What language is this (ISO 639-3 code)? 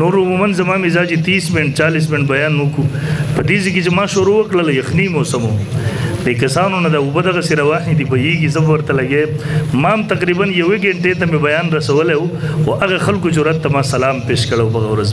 pus